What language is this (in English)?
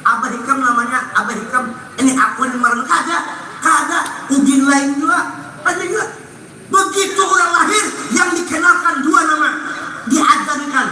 Banjar